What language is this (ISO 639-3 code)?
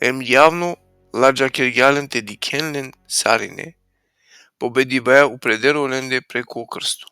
rmn